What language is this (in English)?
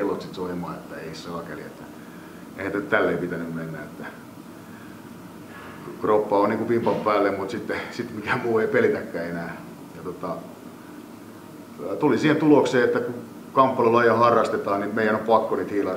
Finnish